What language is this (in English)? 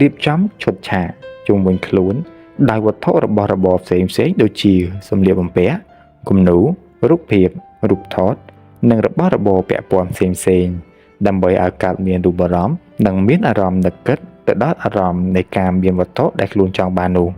Khmer